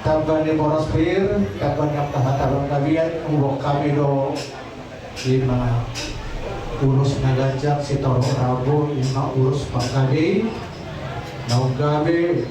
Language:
Batak Toba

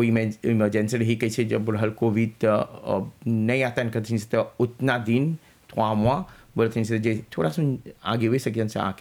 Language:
Bhojpuri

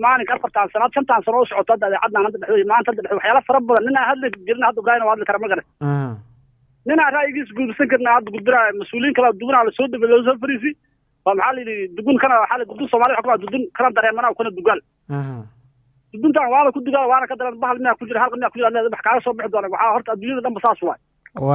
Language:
Somali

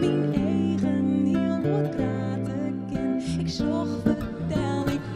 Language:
Western Frisian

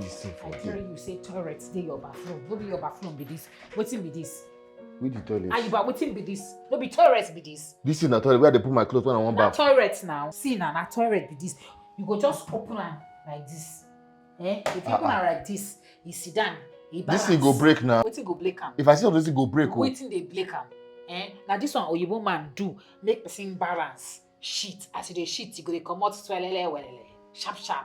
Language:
Nigerian Pidgin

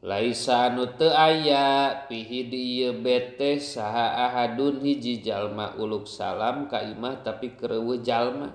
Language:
Sundanese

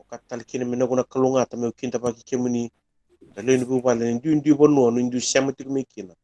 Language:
Fijian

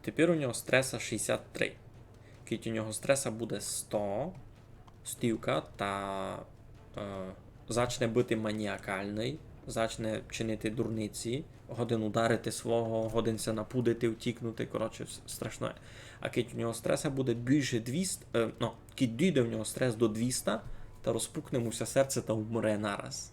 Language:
Rusyn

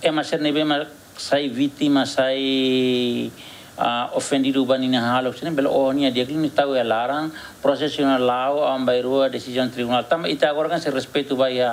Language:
Tetum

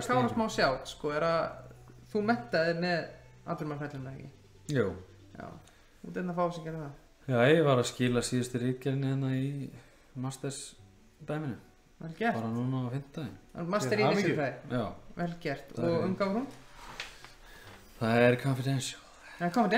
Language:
Icelandic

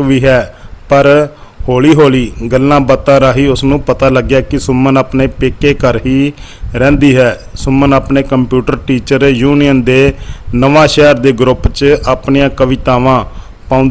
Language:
Punjabi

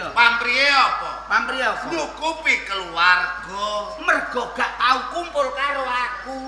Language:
Javanese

